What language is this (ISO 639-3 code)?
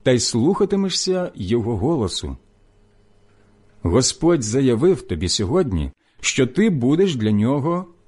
ukr